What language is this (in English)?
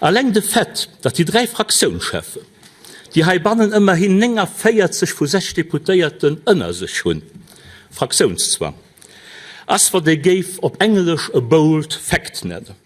Luxembourgish